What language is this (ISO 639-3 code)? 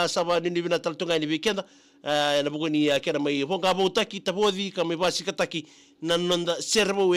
fij